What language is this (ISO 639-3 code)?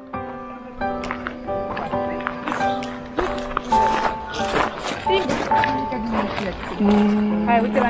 ron